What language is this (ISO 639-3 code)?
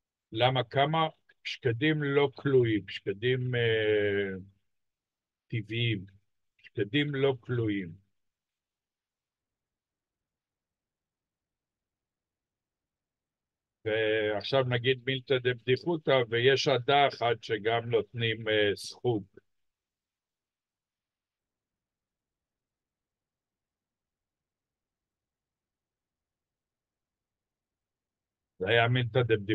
heb